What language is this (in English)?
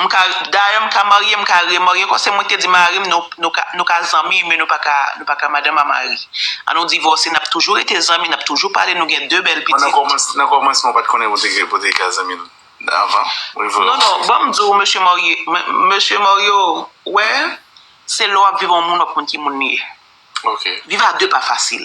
Haitian Creole